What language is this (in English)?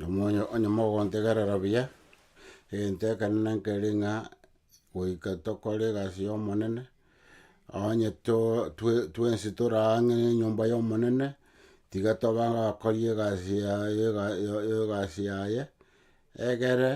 Gusii